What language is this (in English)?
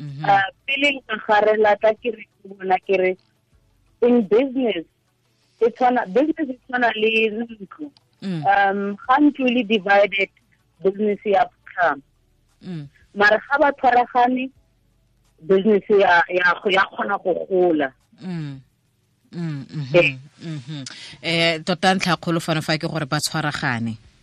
Tswana